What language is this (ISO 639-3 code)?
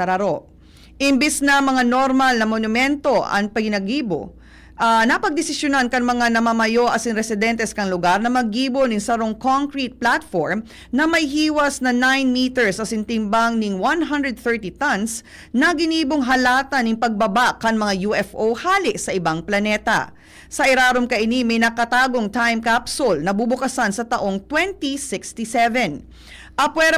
bik